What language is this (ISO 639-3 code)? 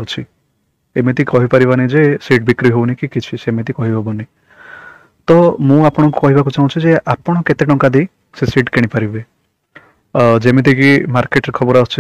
ori